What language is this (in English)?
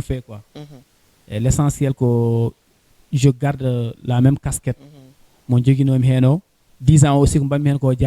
Fula